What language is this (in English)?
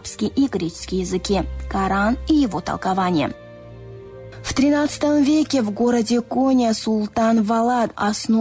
Russian